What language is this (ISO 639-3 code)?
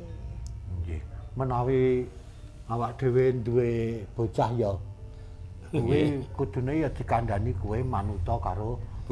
jav